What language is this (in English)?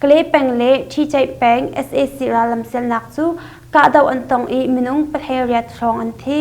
Hakha Chin